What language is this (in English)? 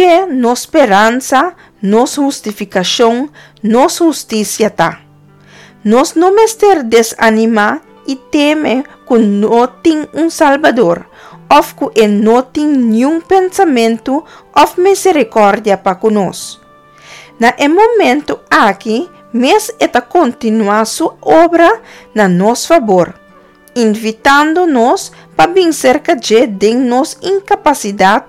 Papiamento